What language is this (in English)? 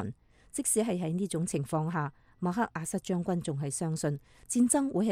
Cantonese